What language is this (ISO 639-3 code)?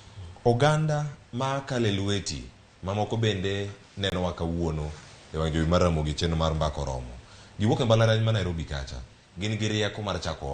luo